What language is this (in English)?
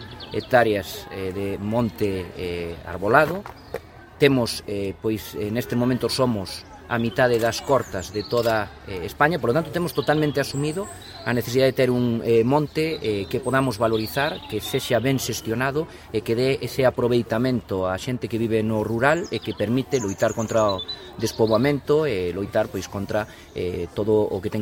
Galician